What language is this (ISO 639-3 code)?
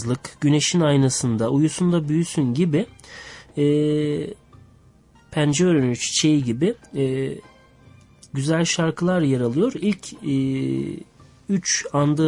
tur